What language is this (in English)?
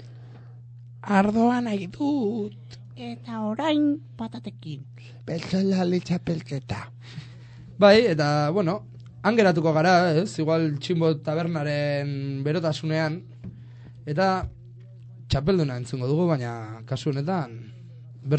Basque